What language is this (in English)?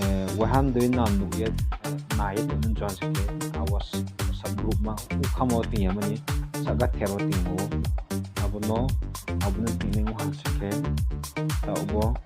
Riang (India)